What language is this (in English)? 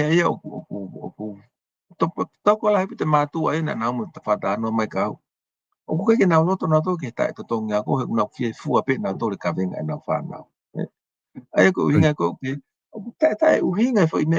Tongan